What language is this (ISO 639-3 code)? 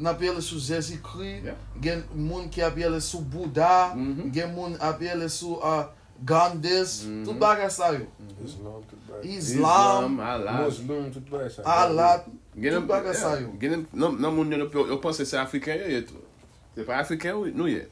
hat